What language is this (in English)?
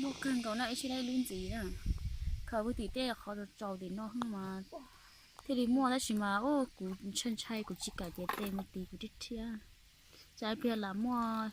Hmong